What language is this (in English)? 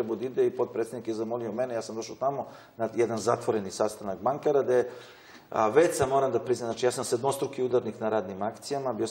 Serbian